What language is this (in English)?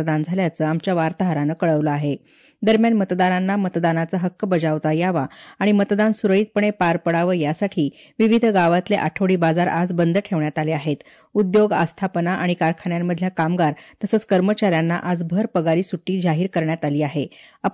Marathi